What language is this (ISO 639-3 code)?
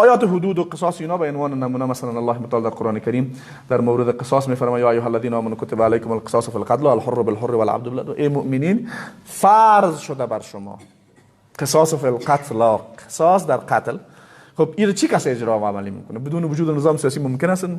fas